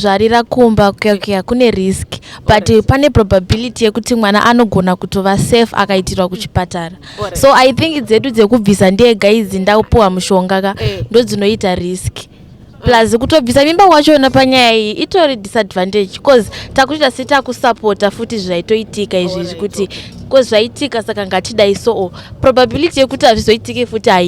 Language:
Shona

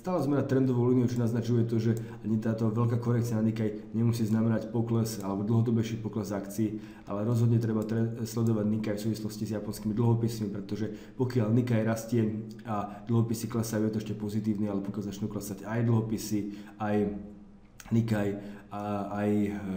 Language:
Slovak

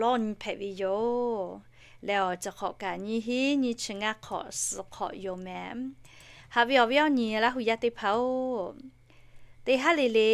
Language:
Lahu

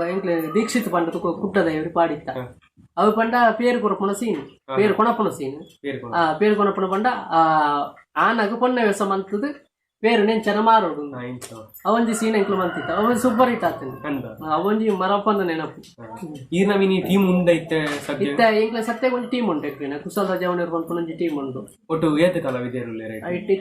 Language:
Tulu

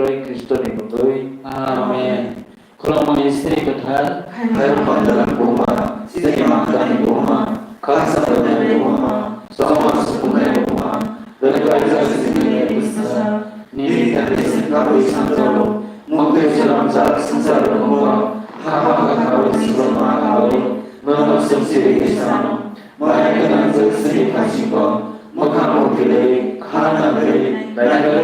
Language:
Kok Borok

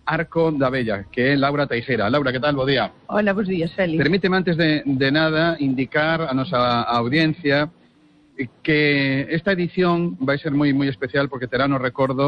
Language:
Galician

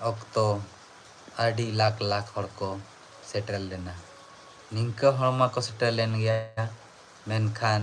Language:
Santali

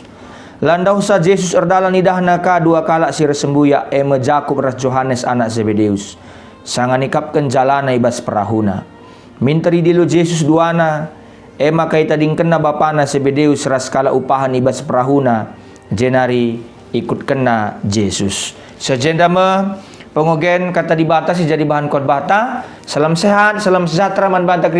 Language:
Batak Karo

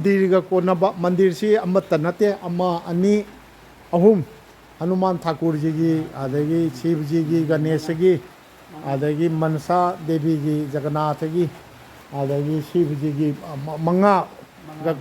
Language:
Manipuri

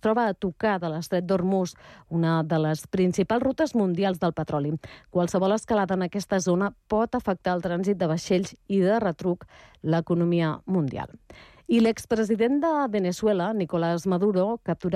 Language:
Catalan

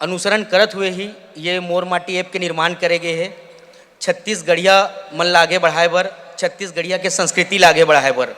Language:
Chhattisgarhi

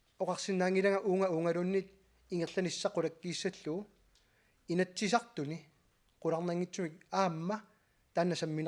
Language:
Kalaallisut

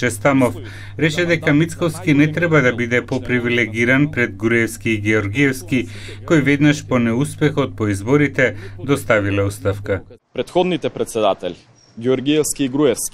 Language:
Macedonian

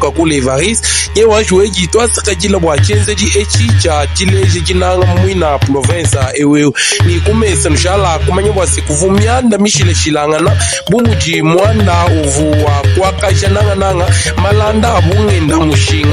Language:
Luba-Lulua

